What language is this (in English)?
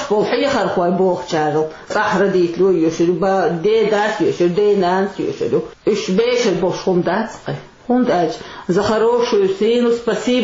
Chechen